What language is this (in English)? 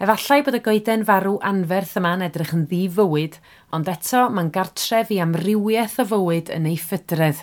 Welsh